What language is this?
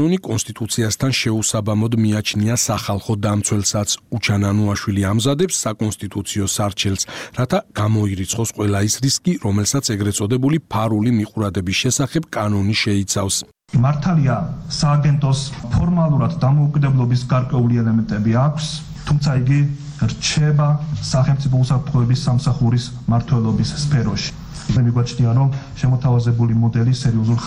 Georgian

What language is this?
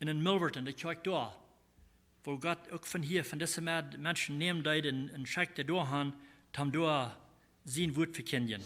Plautdietsch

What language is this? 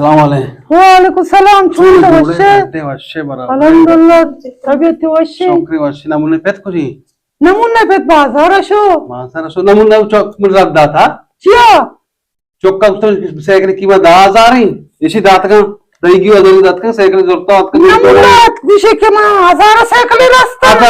Eastern Balochi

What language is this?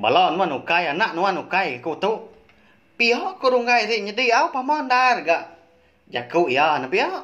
Iban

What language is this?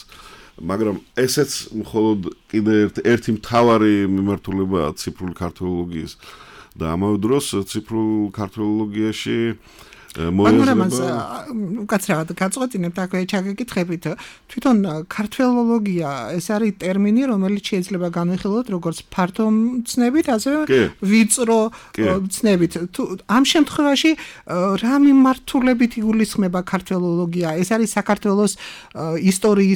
Georgian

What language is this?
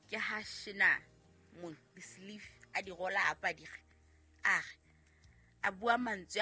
Southern Sotho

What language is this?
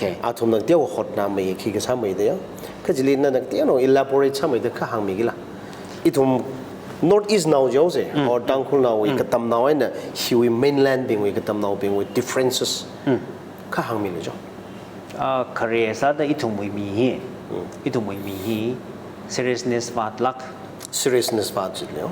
Tangkhul Naga (India)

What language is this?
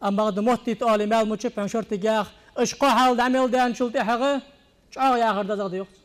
Ingush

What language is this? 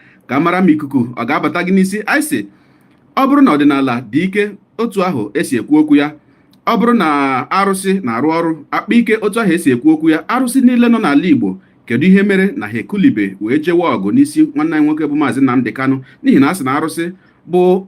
Igbo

